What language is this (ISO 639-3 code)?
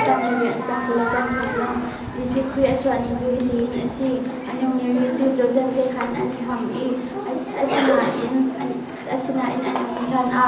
cnh